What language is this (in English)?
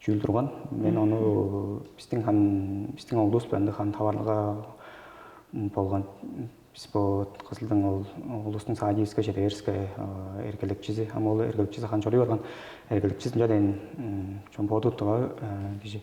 Tuvinian